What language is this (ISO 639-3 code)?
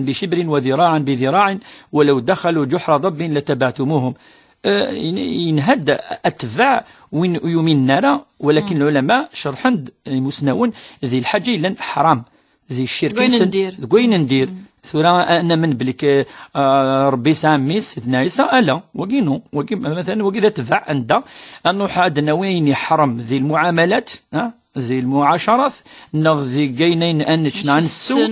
kab